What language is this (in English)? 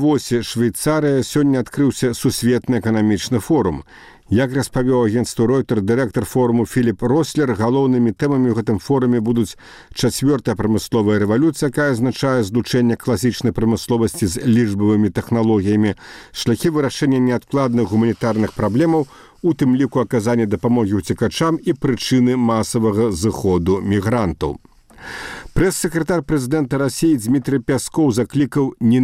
Belarusian